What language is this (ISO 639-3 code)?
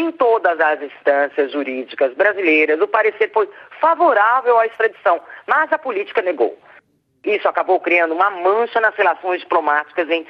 por